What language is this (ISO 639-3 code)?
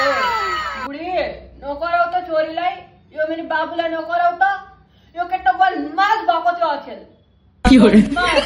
nep